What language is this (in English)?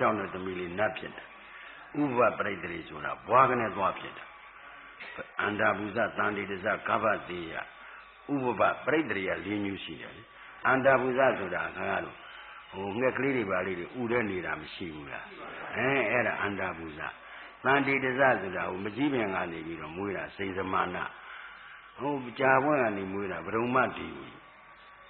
Burmese